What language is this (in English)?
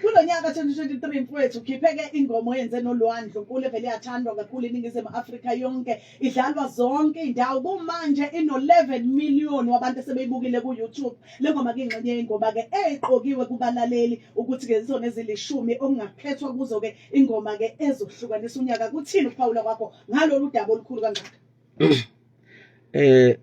Zulu